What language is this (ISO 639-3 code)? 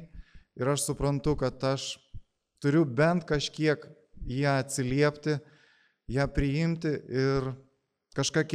lit